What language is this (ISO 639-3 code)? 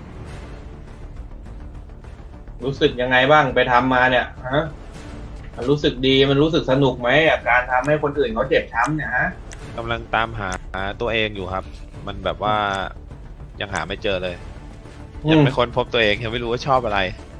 tha